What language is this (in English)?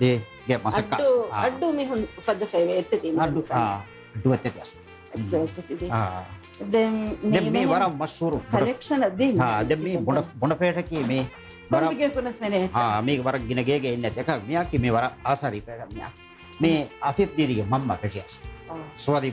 Divehi